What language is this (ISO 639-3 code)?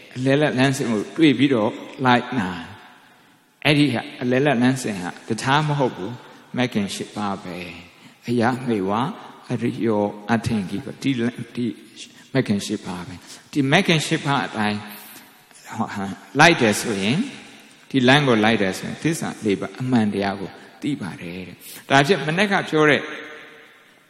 mya